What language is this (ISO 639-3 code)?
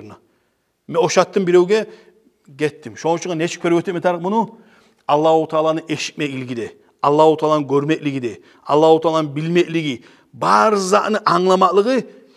kum